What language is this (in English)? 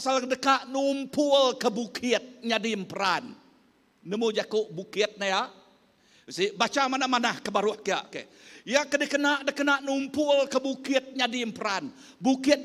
Iban